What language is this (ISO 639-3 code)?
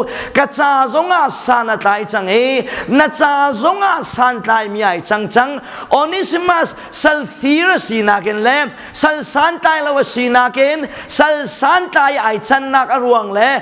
cnh